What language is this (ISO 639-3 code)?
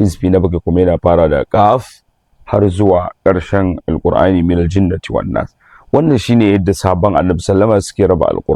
hau